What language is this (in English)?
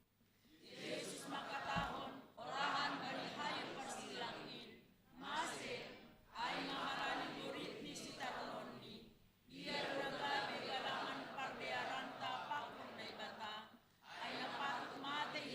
Batak Simalungun